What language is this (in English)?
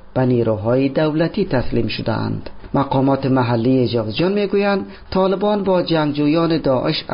Persian